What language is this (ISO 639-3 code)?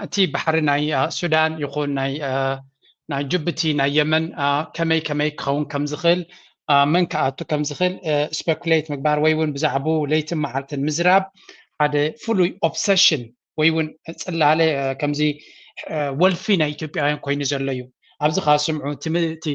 tir